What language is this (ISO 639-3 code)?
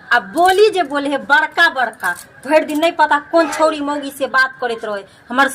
mai